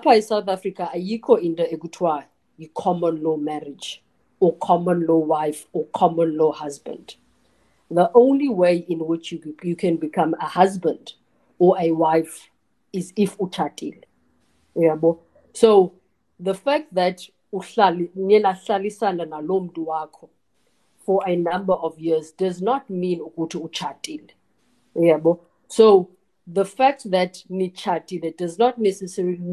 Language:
Xhosa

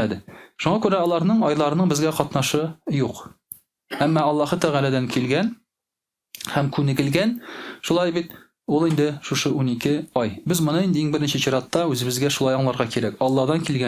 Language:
Tatar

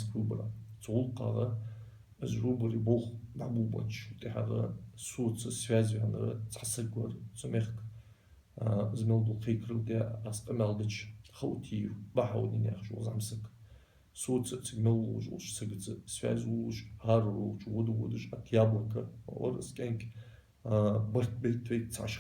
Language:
Ingush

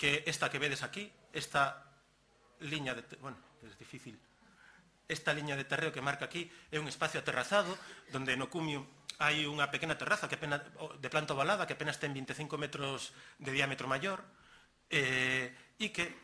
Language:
Galician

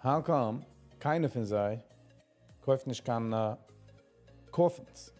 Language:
Yiddish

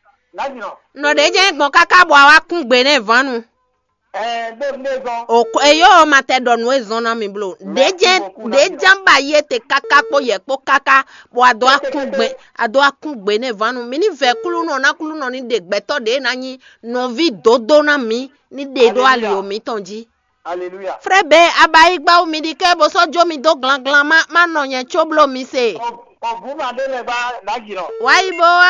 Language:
Fon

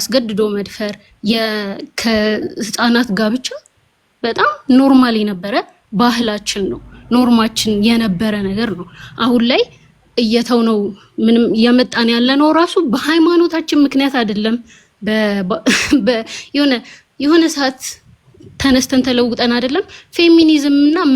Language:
Amharic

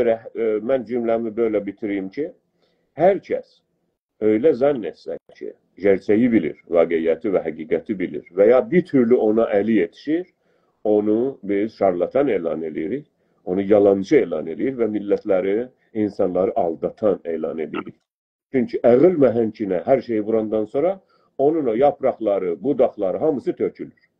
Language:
South Azerbaijani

